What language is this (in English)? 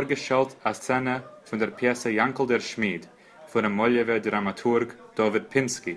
Yiddish